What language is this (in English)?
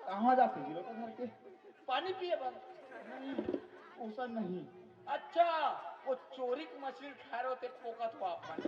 Chhattisgarhi